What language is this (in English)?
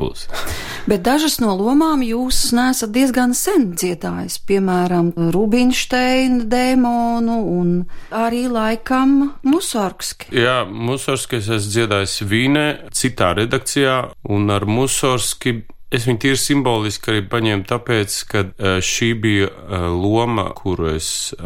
Latvian